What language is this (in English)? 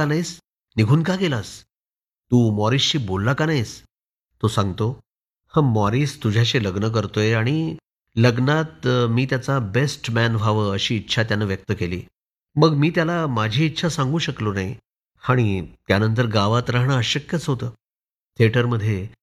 Marathi